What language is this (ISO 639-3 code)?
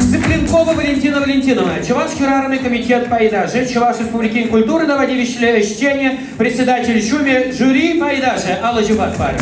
chv